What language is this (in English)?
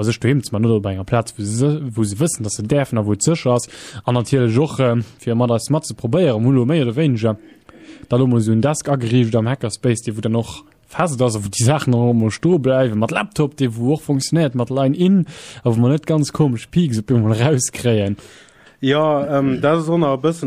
Luxembourgish